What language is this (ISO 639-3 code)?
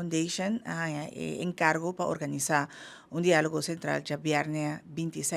pap